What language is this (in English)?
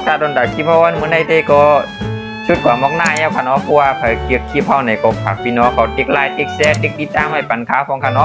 Shan